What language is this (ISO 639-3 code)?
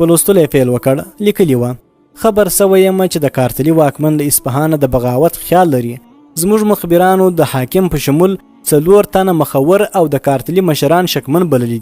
pus